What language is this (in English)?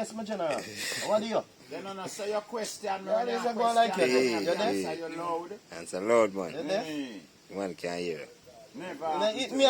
Jamaican Creole English